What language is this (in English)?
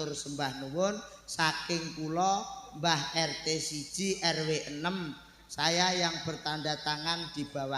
Javanese